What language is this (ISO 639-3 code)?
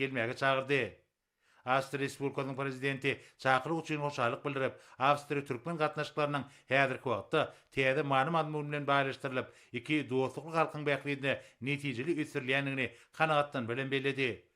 tuk